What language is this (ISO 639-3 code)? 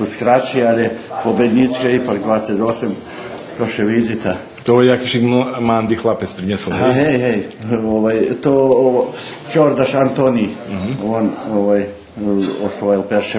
rue